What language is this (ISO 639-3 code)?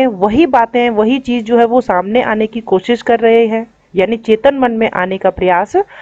hin